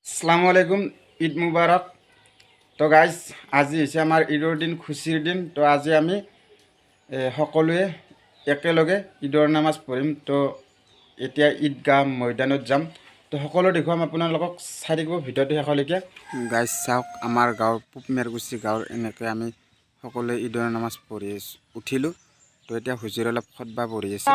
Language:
Assamese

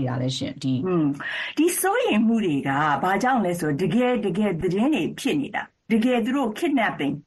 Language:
Burmese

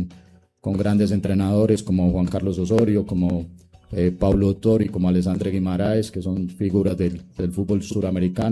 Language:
Spanish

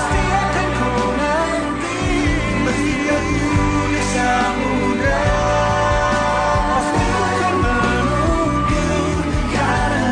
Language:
Indonesian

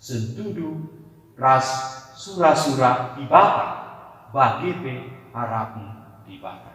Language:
Batak Karo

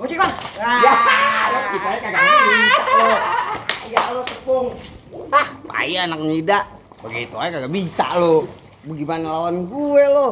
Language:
Betawi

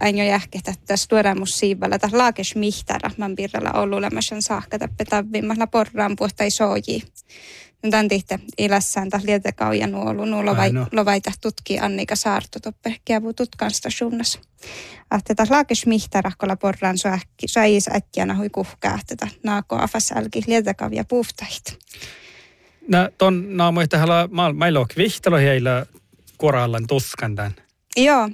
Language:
Northern Sami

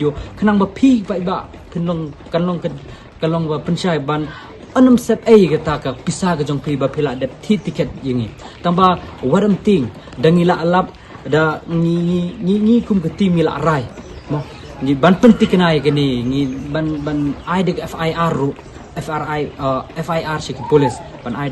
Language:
Khasi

